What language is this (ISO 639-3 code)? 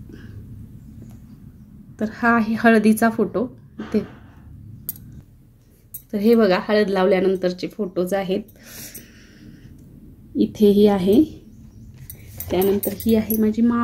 mar